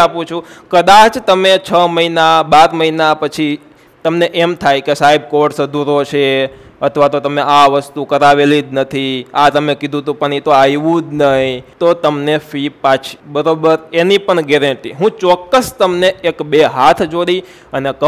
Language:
Gujarati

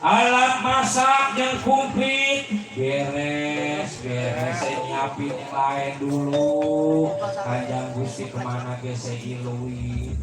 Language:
Betawi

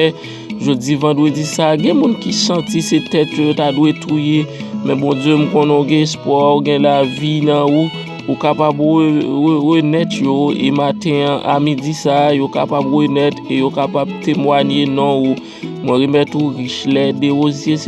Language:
Haitian Creole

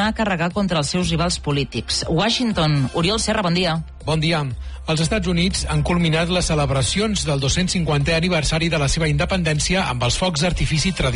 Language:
Catalan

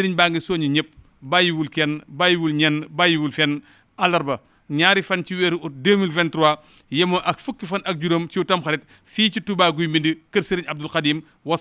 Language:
Wolof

